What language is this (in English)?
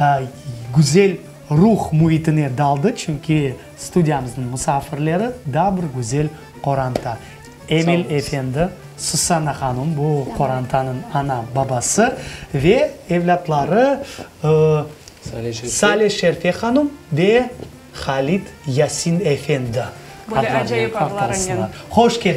Crimean Tatar